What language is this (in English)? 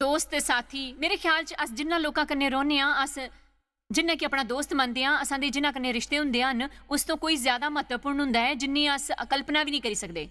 Dogri